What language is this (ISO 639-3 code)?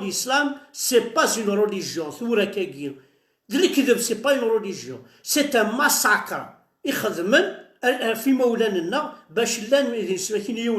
kab